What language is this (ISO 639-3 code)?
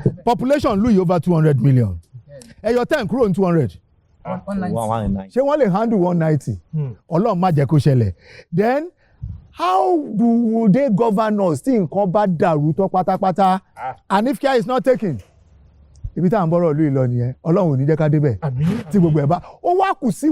yor